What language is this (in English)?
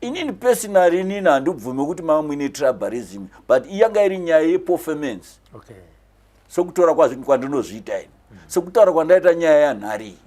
Shona